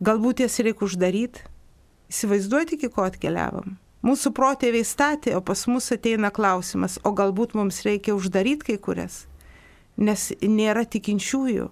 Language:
Lithuanian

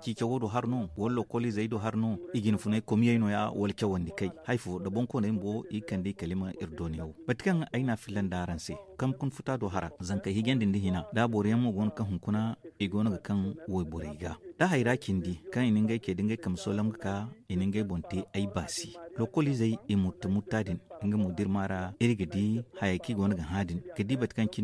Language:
Zarma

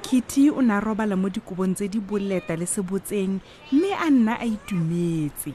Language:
Tswana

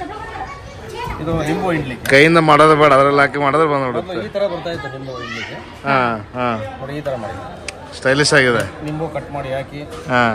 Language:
Kannada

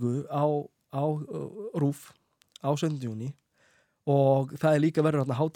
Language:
Icelandic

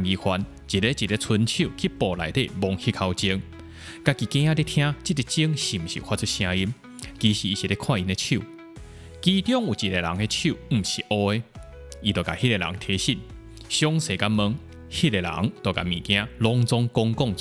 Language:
Min Nan Chinese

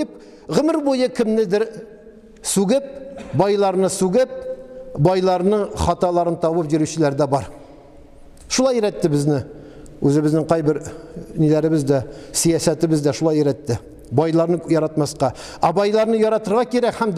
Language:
Tatar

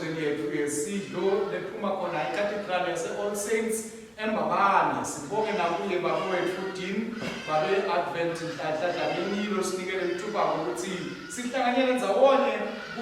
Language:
Swati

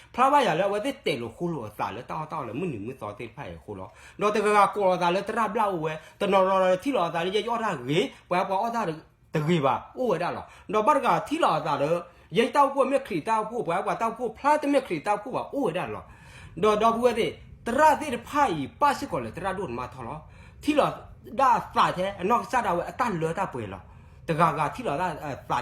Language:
S'gaw Karen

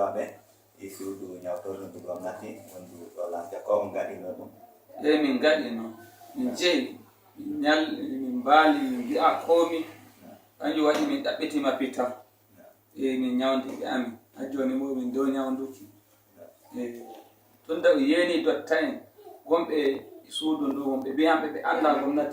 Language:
Nigerian Fulfulde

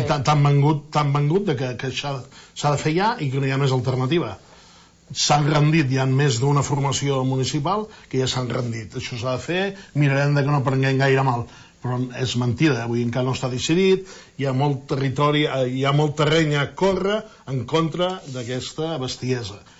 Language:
Catalan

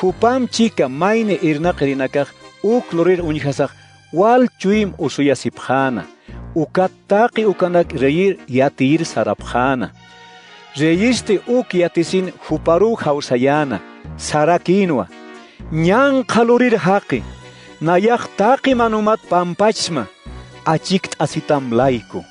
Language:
Aymara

